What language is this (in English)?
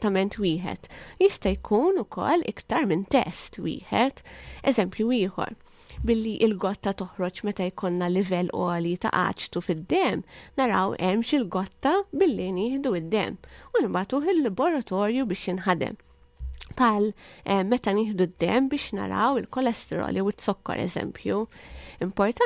Maltese